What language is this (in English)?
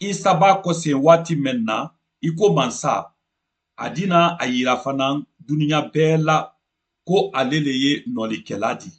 Mandingo